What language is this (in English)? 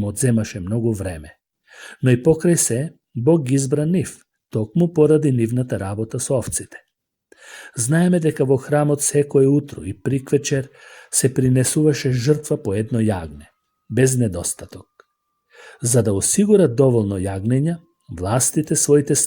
Macedonian